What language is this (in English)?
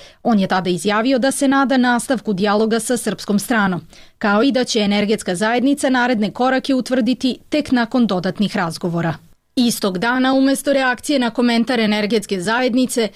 Serbian